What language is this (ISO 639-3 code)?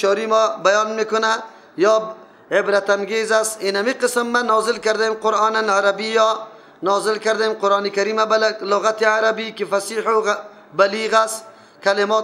fas